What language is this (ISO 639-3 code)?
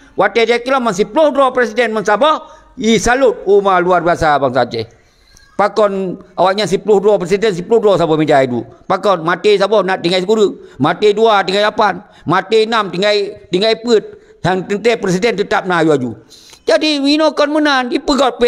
ace